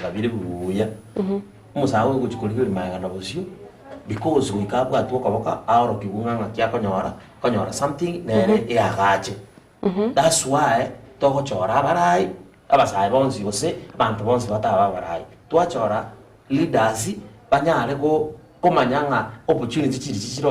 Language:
Gusii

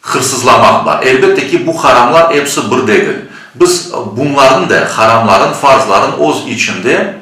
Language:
Crimean Tatar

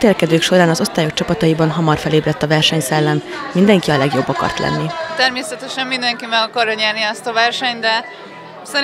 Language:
Hungarian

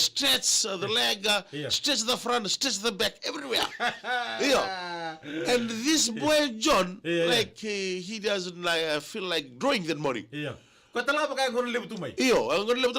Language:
Fijian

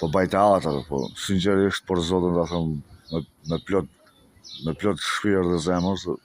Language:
Albanian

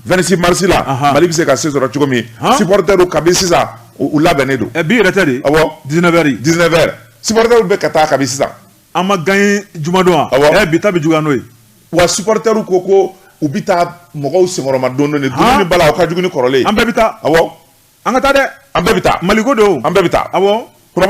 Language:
Bambara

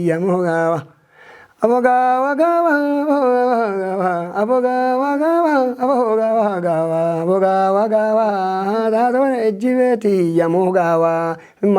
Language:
Kafa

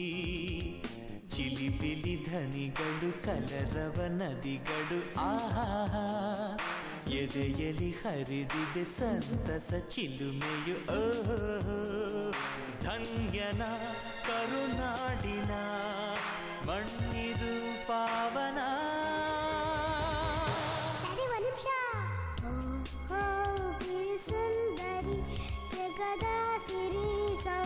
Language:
Kannada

